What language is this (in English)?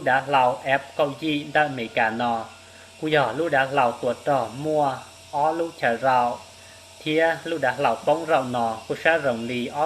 Hmong